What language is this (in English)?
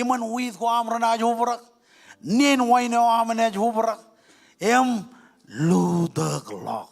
Marshallese